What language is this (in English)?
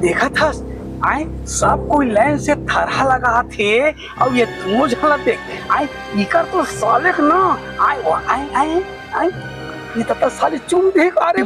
Chhattisgarhi